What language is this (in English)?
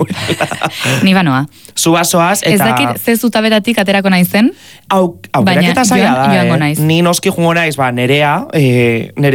Basque